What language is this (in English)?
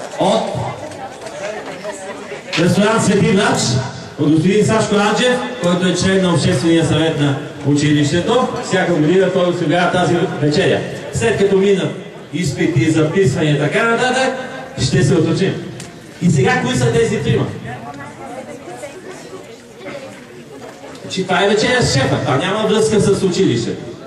Bulgarian